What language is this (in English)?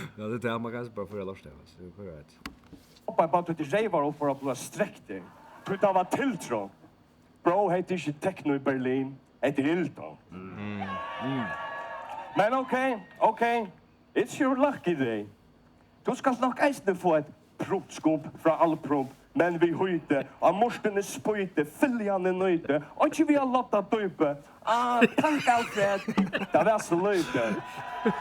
Faroese